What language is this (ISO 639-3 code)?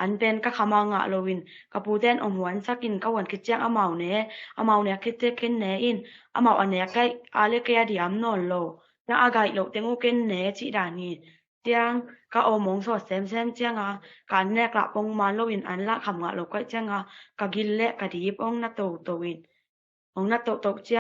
ctd